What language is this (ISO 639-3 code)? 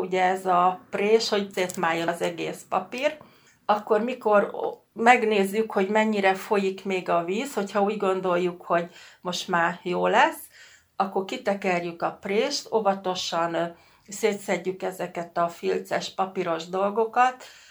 hun